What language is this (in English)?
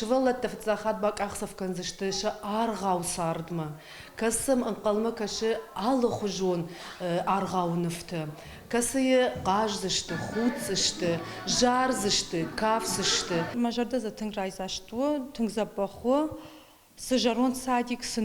Ossetic